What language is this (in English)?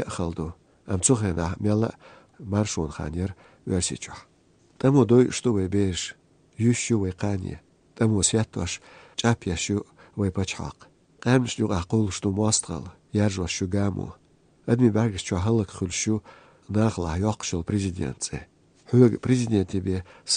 Chechen